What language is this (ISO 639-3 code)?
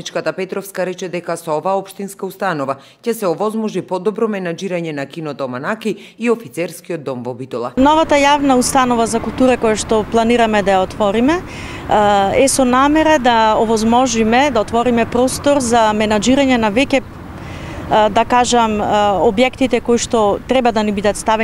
mkd